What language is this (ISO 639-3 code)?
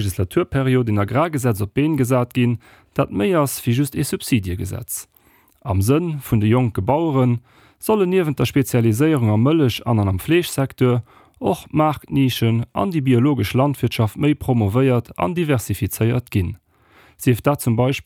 ltz